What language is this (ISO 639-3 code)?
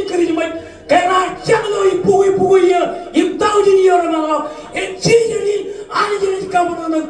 mah